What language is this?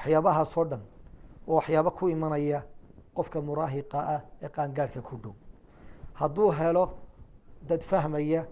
Somali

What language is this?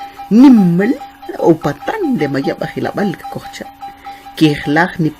Kʼicheʼ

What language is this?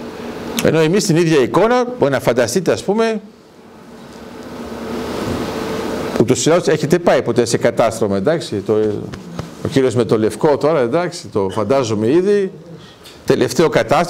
Greek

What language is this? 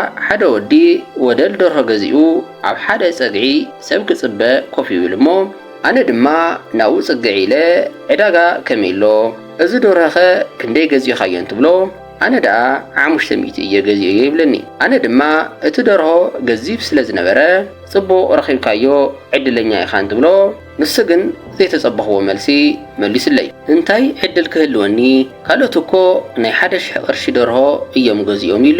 Tigrinya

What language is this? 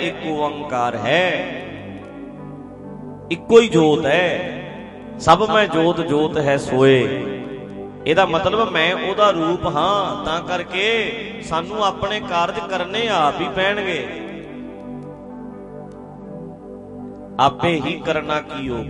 Punjabi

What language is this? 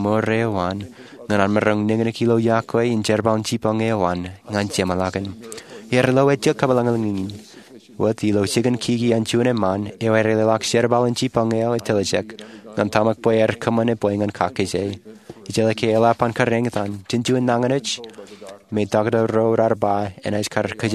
Marshallese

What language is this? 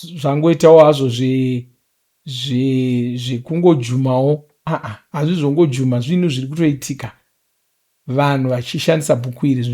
Shona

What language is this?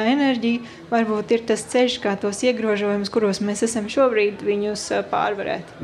Latvian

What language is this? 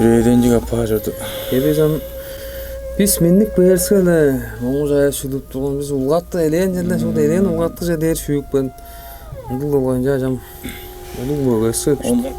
Tuvinian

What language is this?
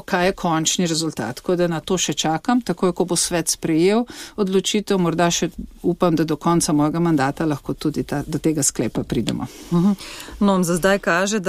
Slovenian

